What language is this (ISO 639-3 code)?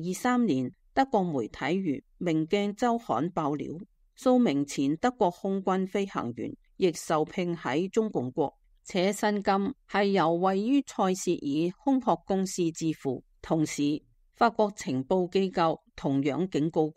yue